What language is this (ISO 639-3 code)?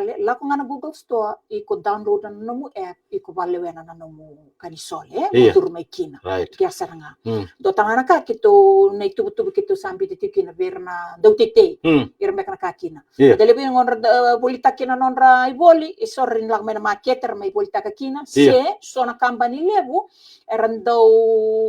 fij